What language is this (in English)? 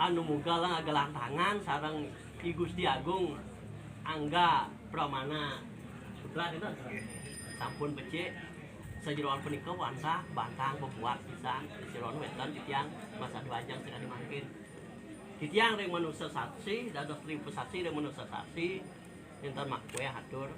Balinese